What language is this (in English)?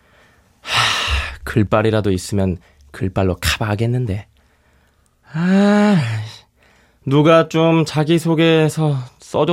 Korean